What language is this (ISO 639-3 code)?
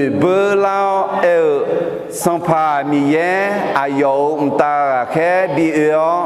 ahk